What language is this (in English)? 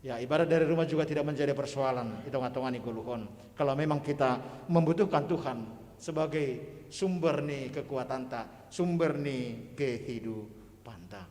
Batak Simalungun